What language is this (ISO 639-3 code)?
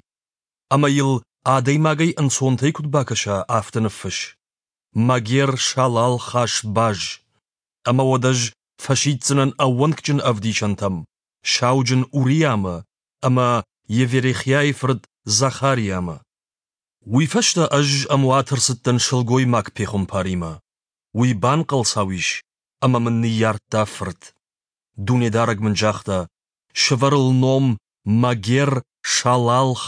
oss